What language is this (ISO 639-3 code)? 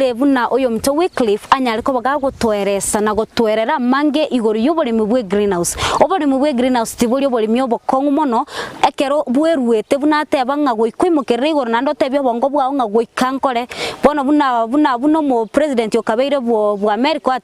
guz